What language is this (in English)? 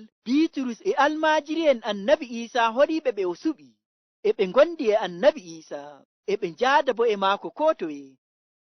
Nigerian Fulfulde